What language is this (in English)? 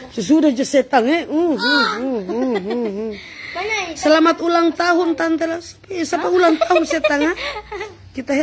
Manado Malay